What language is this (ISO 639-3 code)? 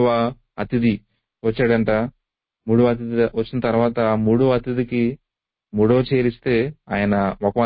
tel